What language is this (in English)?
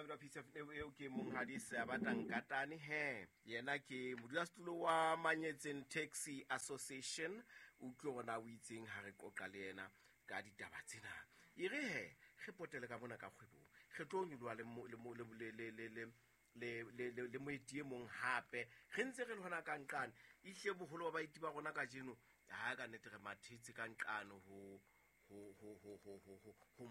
Southern Sotho